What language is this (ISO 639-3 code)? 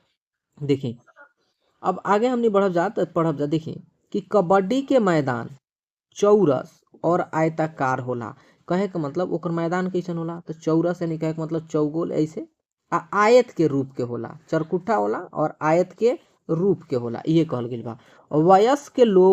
bho